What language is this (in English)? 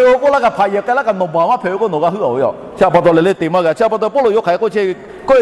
Lahu